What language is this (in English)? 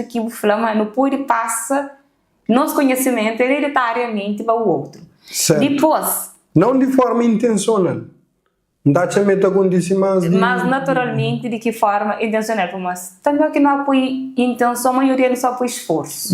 Kabuverdianu